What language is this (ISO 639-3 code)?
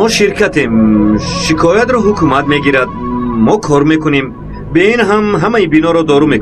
tgk